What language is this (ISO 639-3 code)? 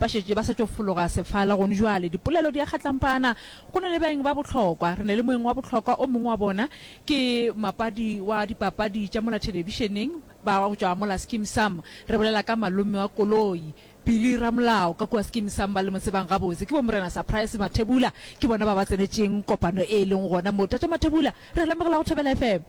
nso